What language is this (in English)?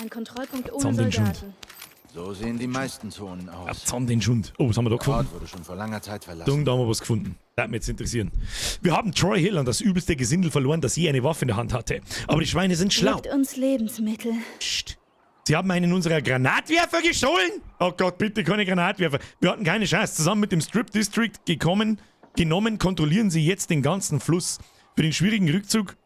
Bavarian